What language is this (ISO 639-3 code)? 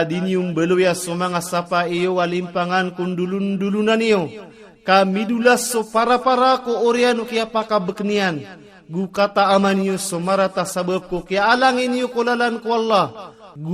mrw